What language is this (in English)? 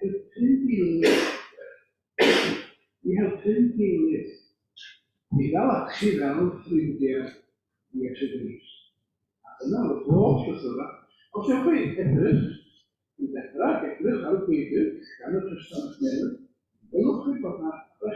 Welsh